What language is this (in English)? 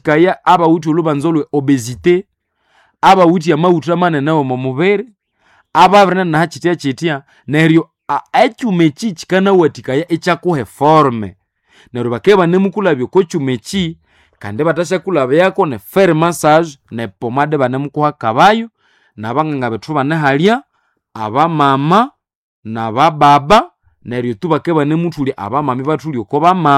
Nande